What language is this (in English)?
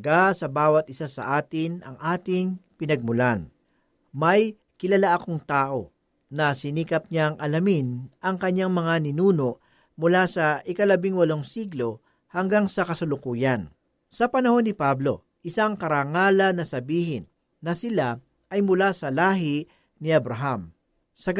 Filipino